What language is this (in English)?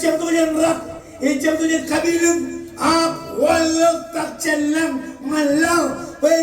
Marshallese